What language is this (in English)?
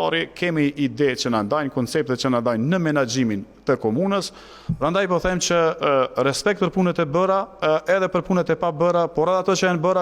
Albanian